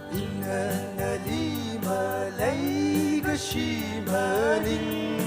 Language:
Tangkhul Naga (India)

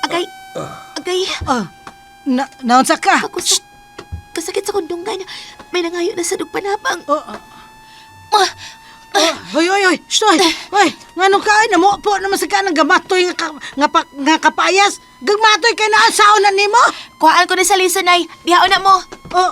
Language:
Cebuano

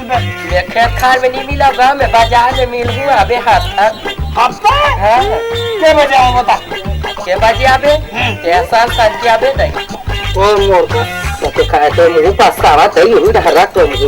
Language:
Chhattisgarhi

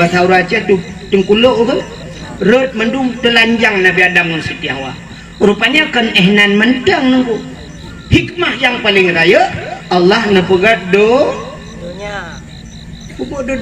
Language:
Achinese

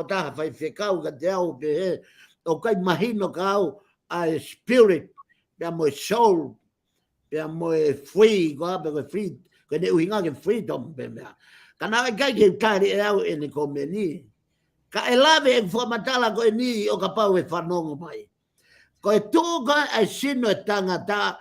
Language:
Tongan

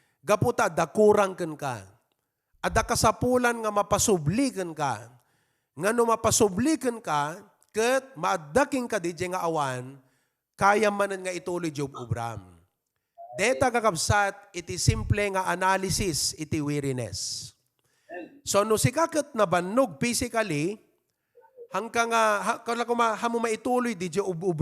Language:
Iloko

